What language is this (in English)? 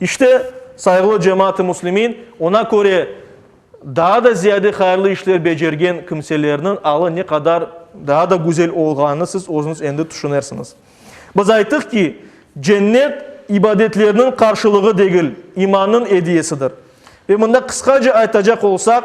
Crimean Tatar